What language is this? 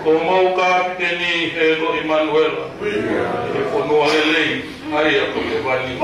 Tongan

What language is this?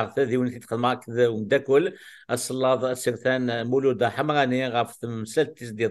Kabyle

